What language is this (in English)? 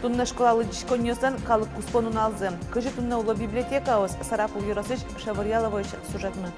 Udmurt